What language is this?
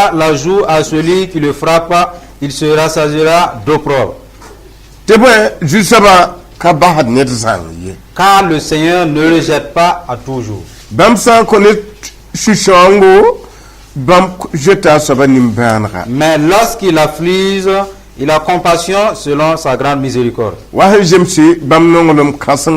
Mossi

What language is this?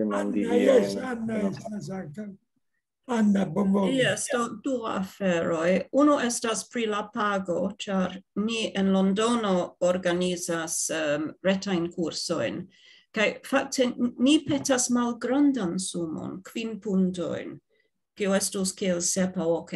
Esperanto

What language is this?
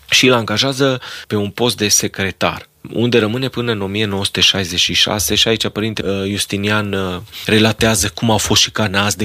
Romanian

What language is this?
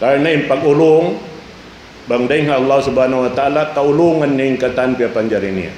Tausug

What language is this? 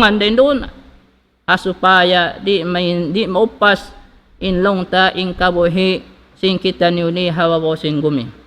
Tausug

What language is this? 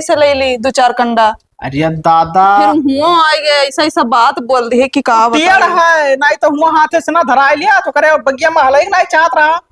Awadhi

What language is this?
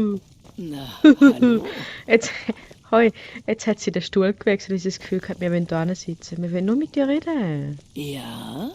Swiss German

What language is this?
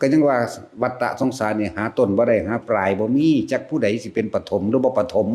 Northeastern Thai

